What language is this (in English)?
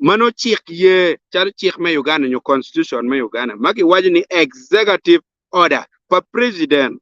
Acoli